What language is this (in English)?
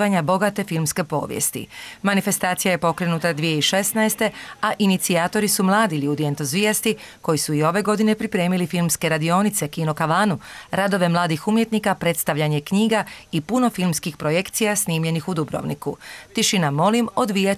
Croatian